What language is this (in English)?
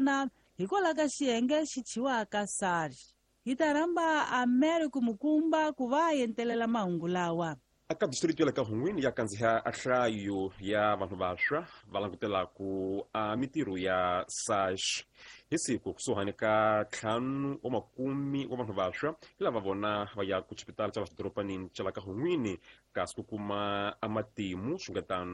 Tsonga